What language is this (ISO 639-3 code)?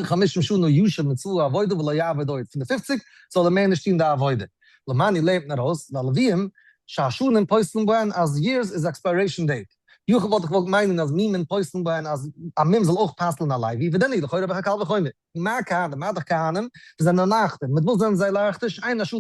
yid